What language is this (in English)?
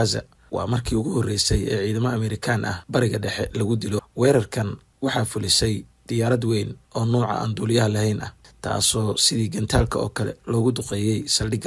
Somali